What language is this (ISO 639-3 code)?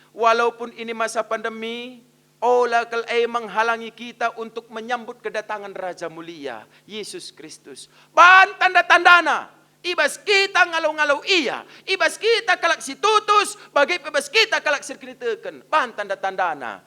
btx